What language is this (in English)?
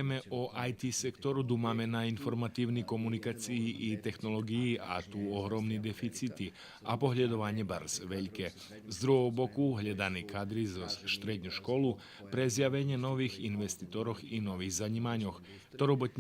Rusyn